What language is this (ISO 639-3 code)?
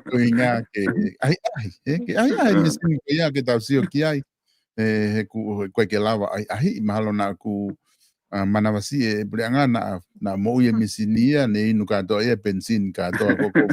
ton